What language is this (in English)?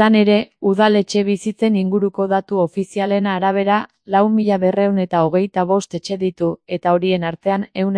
Basque